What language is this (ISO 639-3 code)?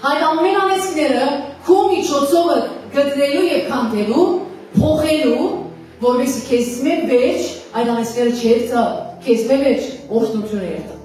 hyw